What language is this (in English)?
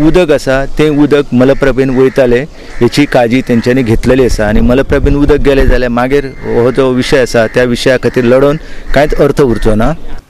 Konkani